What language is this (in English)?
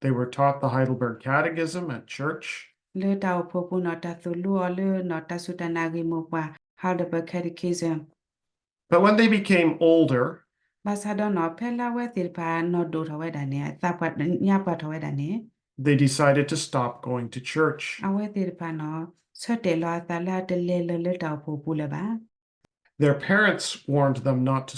S'gaw Karen